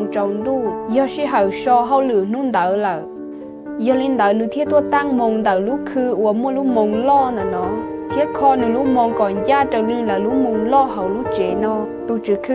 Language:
Hmong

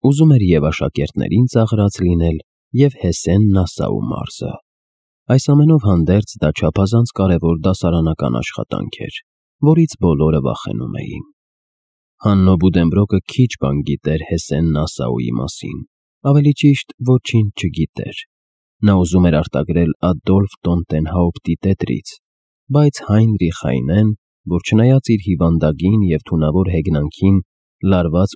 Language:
Armenian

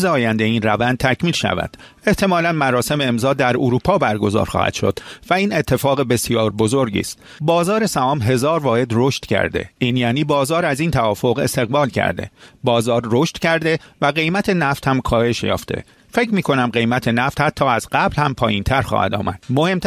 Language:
Persian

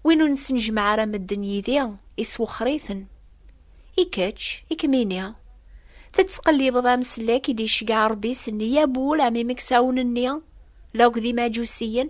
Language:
Kabyle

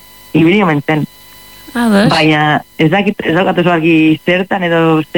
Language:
Basque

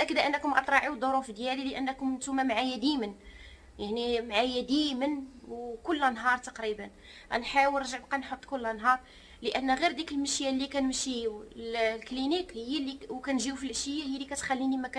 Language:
Moroccan Arabic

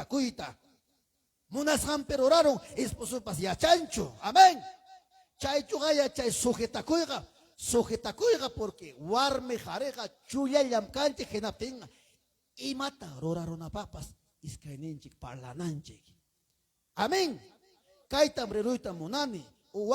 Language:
Ayacucho Quechua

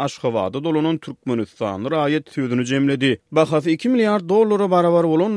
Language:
Turkmen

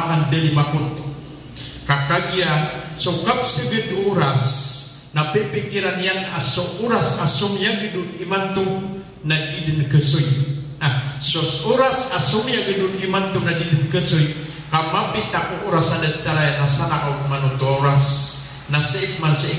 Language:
Maranao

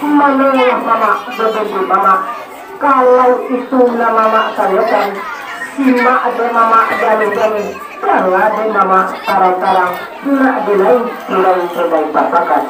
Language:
Minangkabau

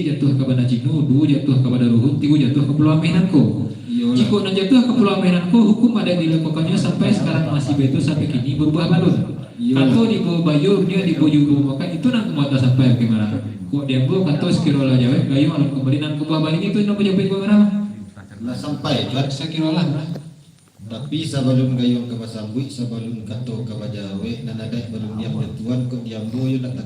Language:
Minangkabau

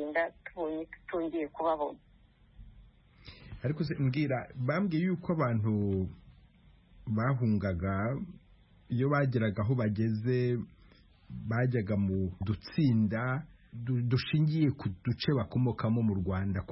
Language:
Kinyarwanda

